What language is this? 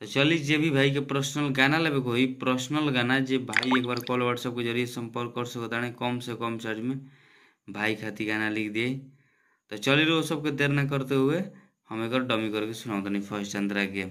Bhojpuri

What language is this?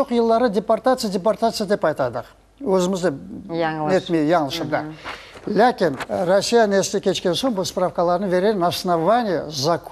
Crimean Tatar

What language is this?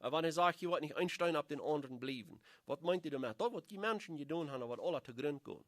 Plautdietsch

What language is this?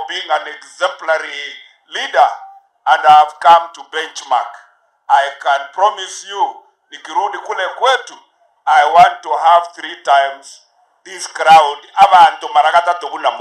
Gusii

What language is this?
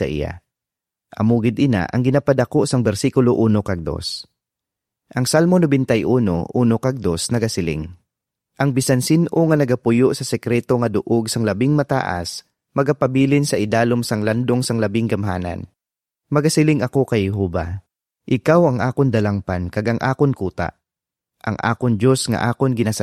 Hiligaynon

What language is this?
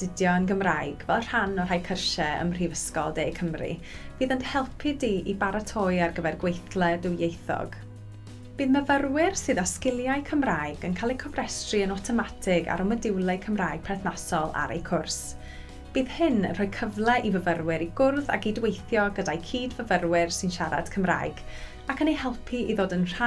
Welsh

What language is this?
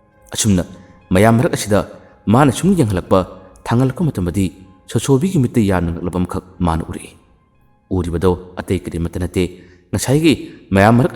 Manipuri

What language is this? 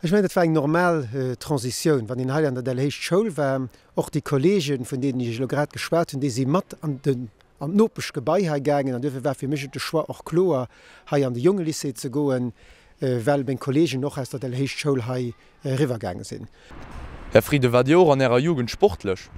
Luxembourgish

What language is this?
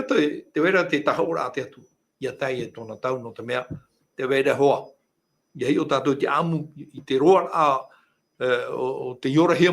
Tahitian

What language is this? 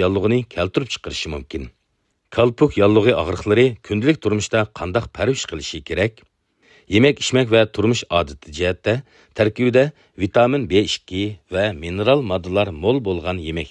Uyghur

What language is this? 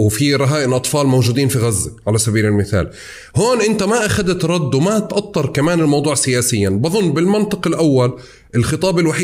North Levantine Arabic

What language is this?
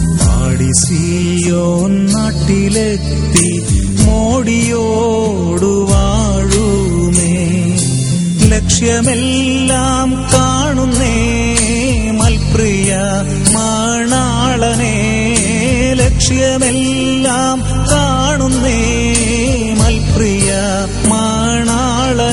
Malayalam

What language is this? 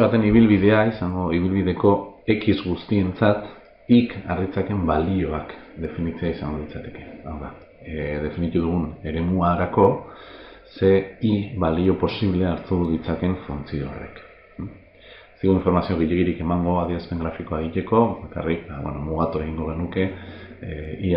Basque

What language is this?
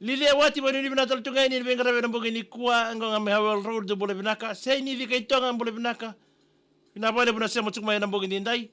Fijian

